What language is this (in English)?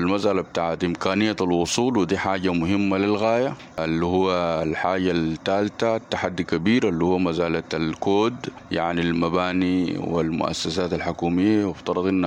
Sudanese Arabic